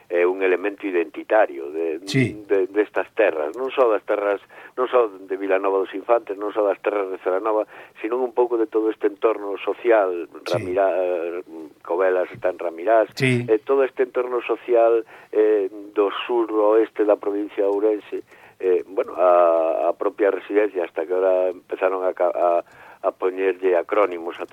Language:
Galician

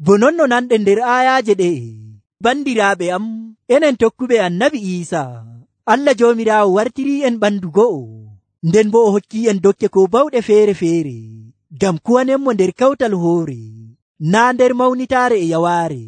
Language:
Nigerian Fulfulde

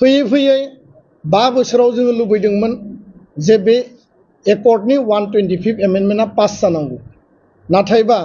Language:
Bodo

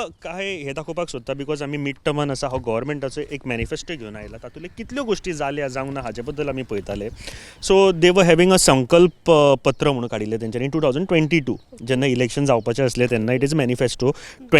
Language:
Konkani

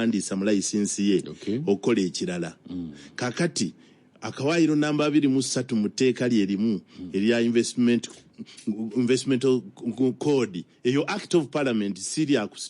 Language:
Ganda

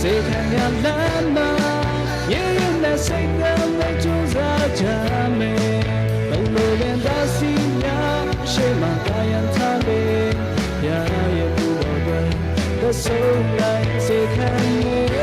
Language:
Lahu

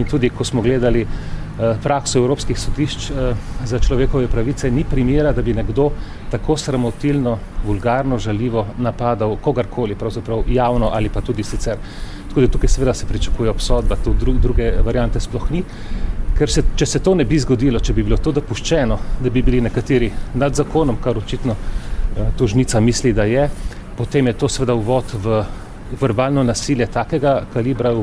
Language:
Slovenian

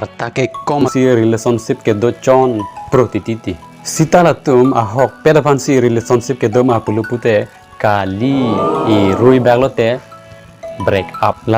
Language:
Karbi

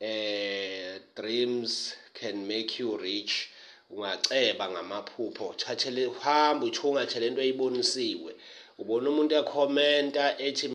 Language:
Zulu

